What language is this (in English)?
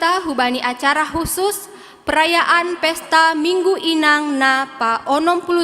Batak Simalungun